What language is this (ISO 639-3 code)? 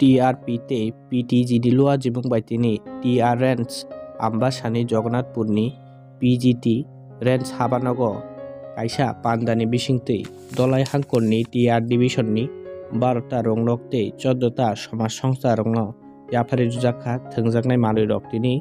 trp